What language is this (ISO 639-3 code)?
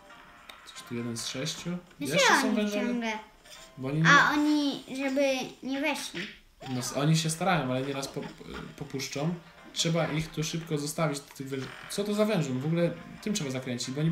pol